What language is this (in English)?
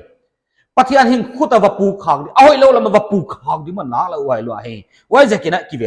Paite Chin